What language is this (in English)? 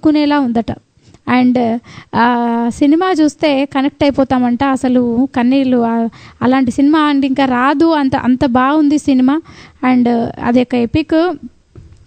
Telugu